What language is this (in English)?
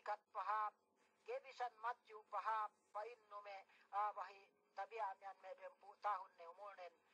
Yakan